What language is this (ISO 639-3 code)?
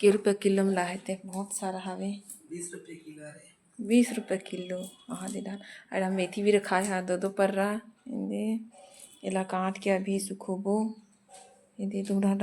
hne